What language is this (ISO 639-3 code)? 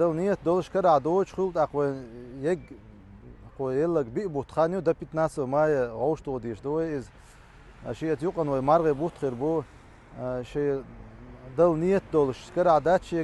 che